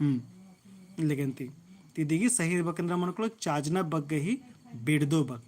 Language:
Kurukh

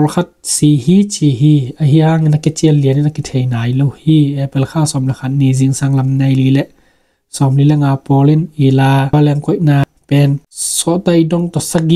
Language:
Tedim Chin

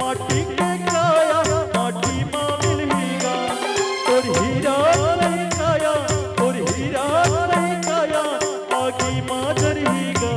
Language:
Chhattisgarhi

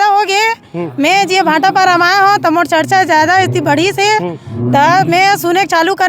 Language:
Chhattisgarhi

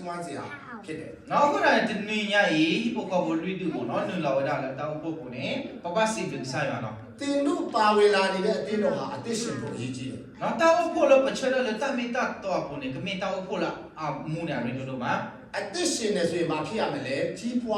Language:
S'gaw Karen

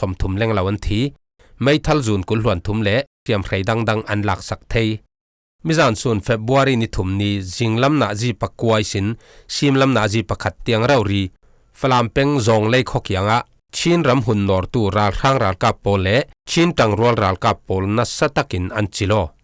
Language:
Falam Chin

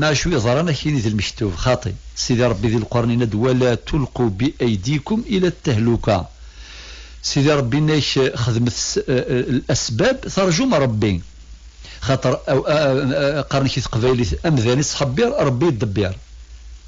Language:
Kabyle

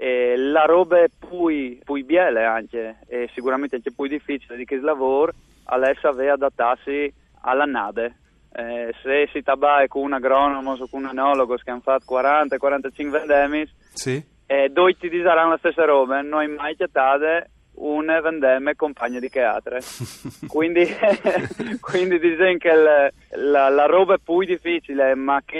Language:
Friulian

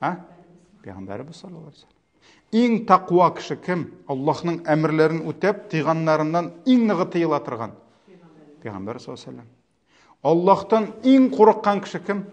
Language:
Tatar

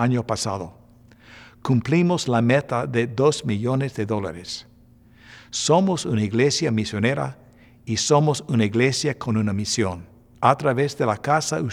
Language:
Spanish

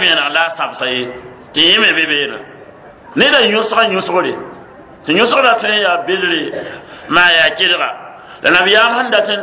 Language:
Mossi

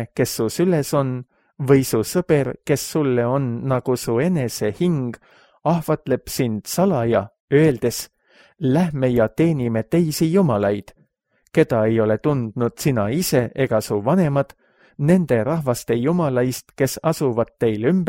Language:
Estonian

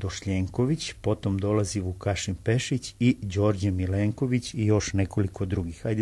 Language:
Serbian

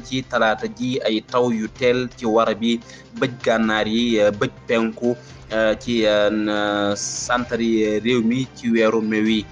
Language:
Wolof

